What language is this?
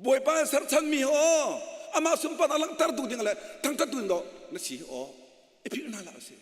Hakha Chin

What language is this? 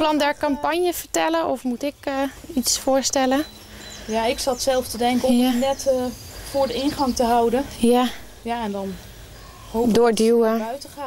Western Frisian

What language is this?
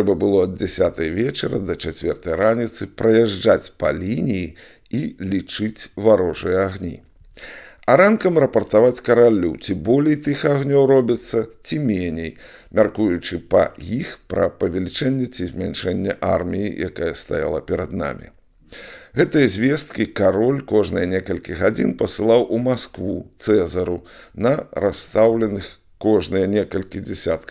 Belarusian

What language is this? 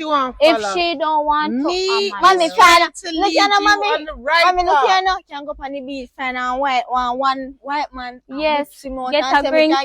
Jamaican Creole English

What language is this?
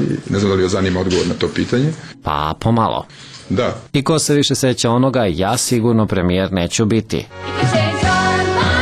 Serbian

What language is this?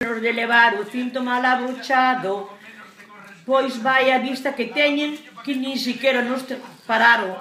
Galician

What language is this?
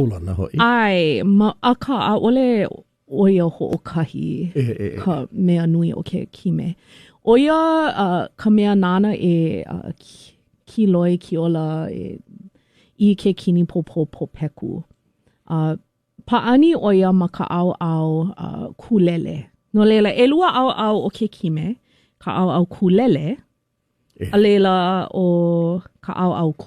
Hawaiian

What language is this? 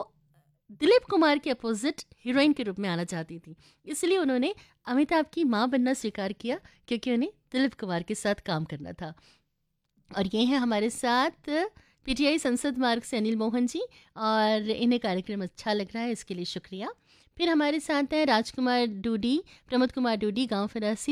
Hindi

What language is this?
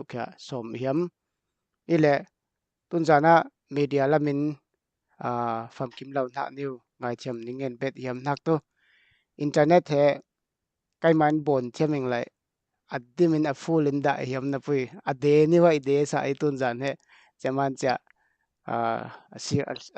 Falam Chin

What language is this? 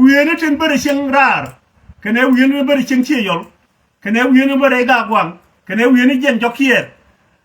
Nuer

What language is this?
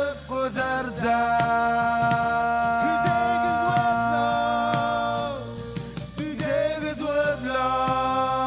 Marshallese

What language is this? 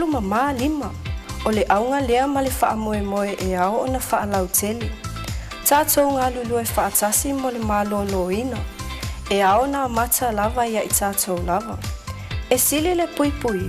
Samoan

